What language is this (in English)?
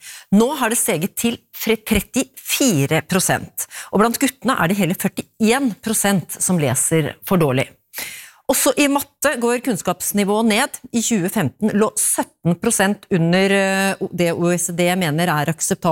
Norwegian